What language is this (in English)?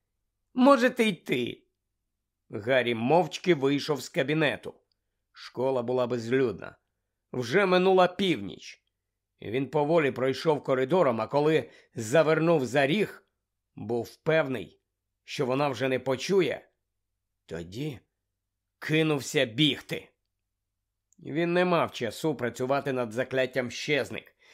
Ukrainian